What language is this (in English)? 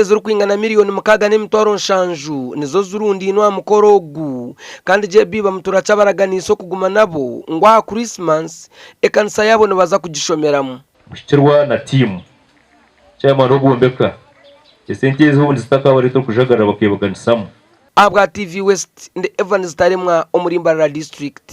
Nyankole